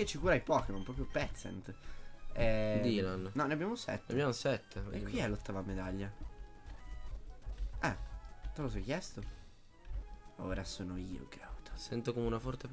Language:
Italian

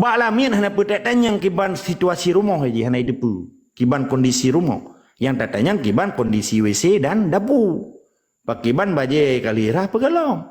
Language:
Achinese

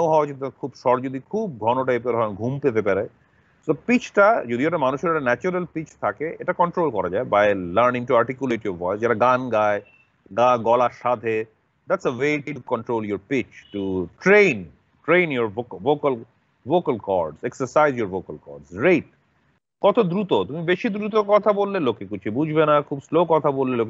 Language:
Bangla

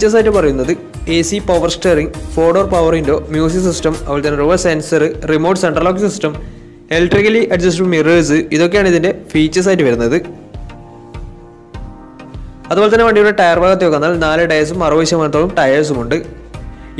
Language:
Malayalam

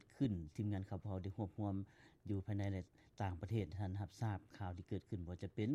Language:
Lao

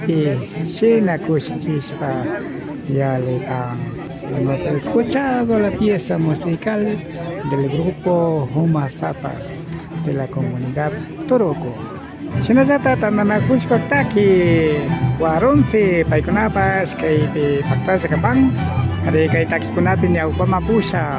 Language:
Imbabura Highland Quichua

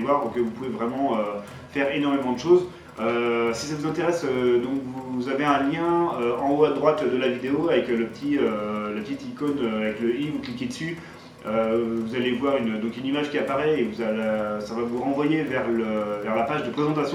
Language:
French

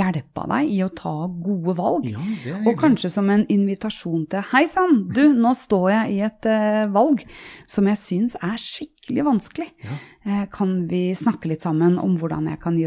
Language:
Norwegian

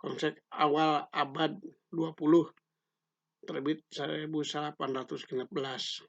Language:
Sundanese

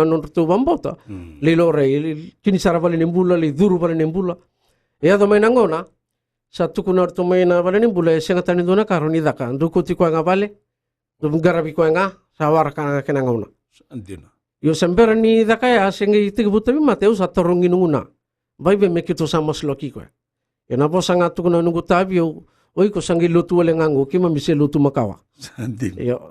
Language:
Fijian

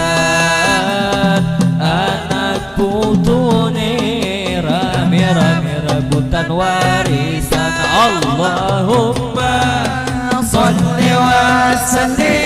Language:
Banjar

